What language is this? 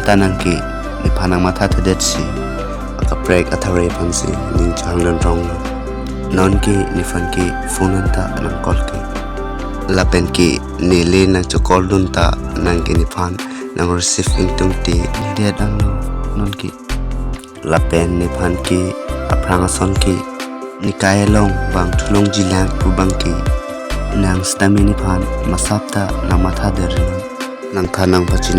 Karbi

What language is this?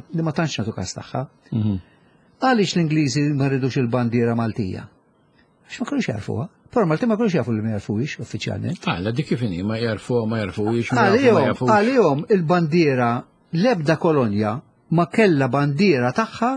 Maltese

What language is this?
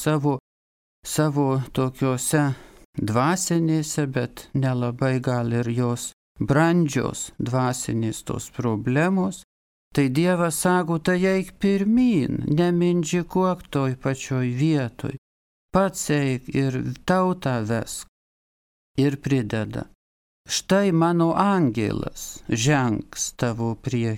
Lithuanian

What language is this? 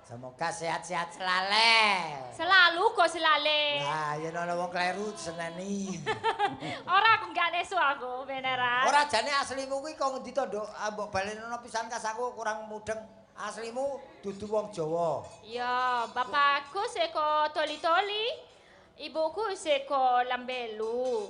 Javanese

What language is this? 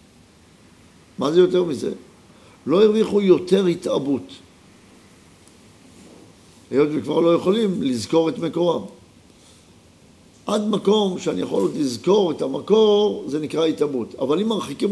Hebrew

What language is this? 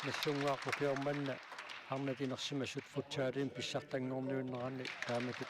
Kalaallisut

